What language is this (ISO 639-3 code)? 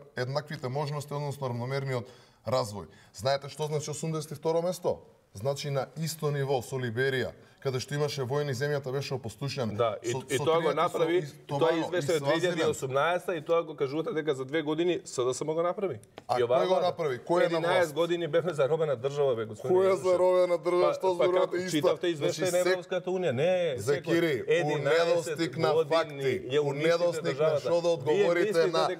mkd